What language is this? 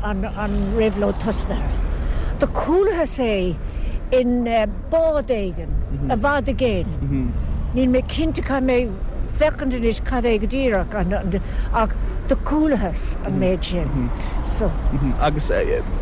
Irish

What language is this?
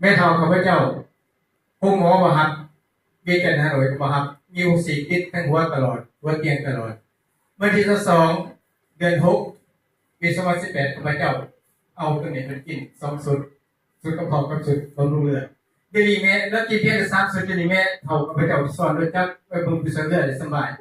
Lao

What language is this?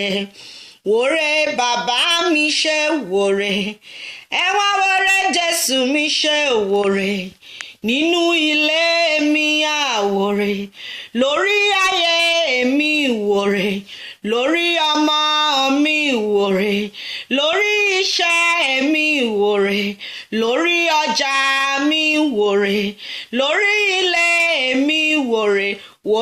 Yoruba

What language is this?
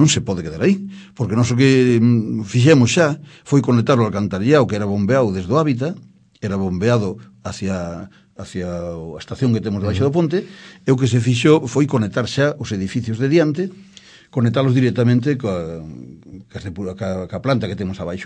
Galician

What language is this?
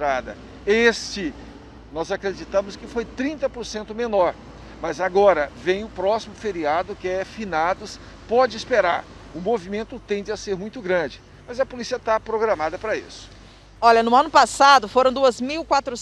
Portuguese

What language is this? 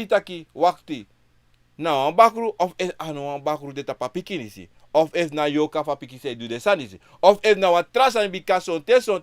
Sranan Tongo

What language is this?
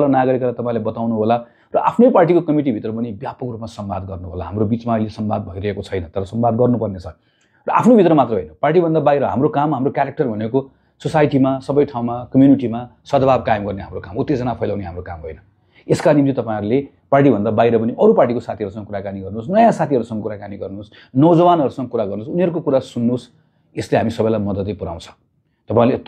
Nepali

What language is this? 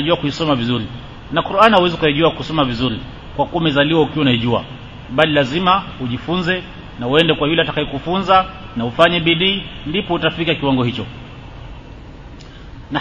Swahili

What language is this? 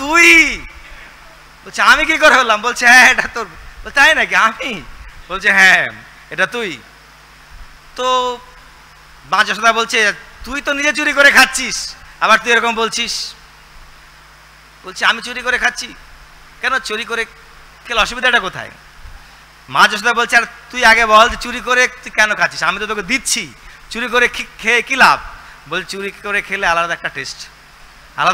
Bangla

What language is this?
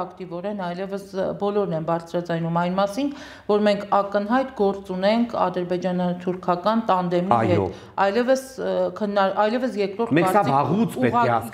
Armenian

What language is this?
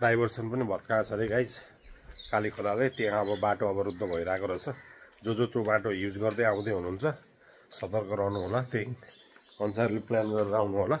Nepali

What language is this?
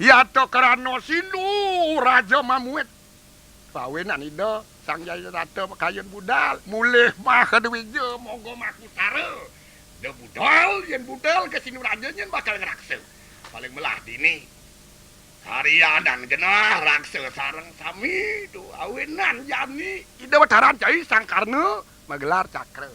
Balinese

